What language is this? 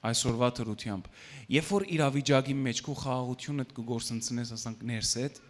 Western Armenian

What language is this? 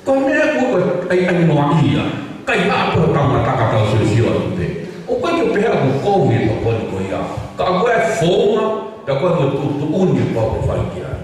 Tongan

